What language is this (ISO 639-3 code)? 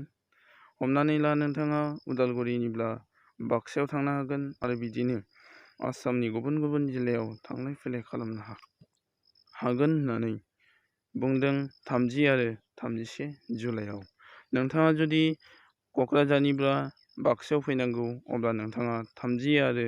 brx